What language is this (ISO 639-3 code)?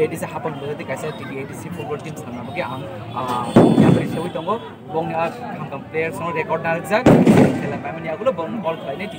trp